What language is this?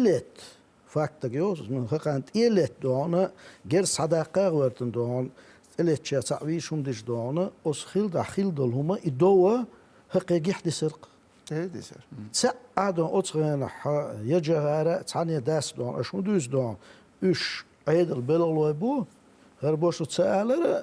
Chechen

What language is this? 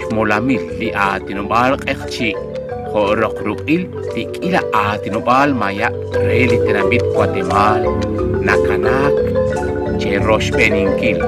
Kekchí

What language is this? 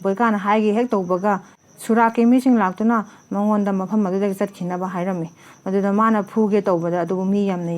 Manipuri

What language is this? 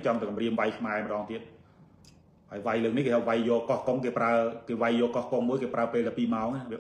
Khmer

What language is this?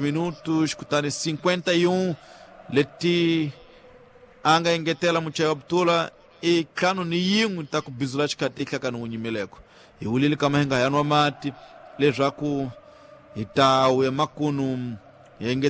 Tsonga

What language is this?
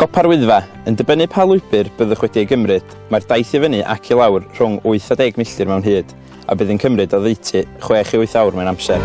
Welsh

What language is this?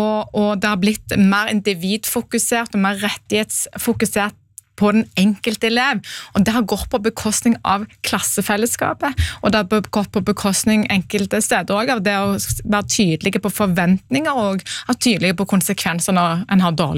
Norwegian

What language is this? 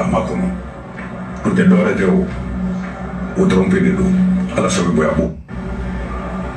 Bambara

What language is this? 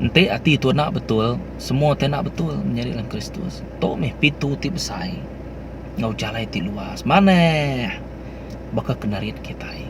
Iban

